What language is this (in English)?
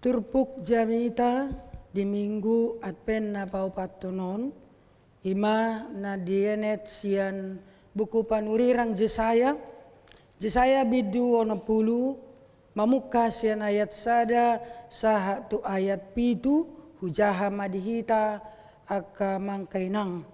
Batak Toba